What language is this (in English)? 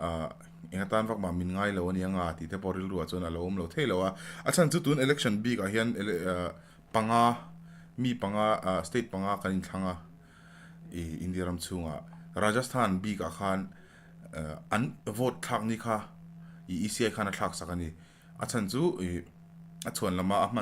Mizo